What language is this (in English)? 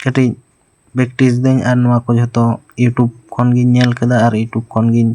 Santali